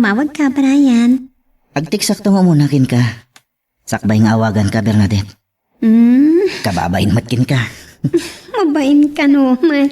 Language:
Iloko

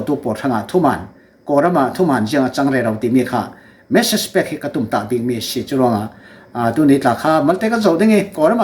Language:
Falam Chin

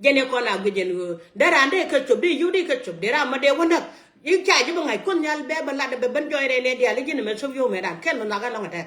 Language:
Nuer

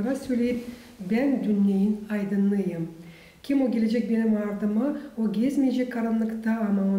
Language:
Gagauz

